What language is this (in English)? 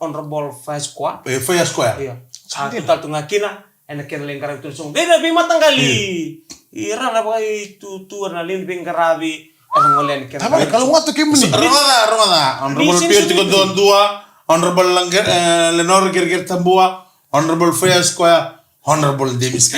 Fijian